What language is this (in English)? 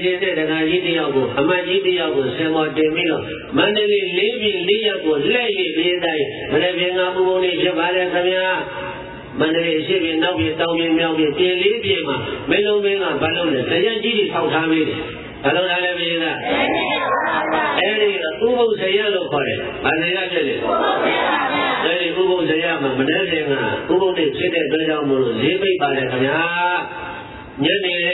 Burmese